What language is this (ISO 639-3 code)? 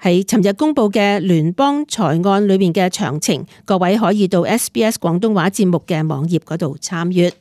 yue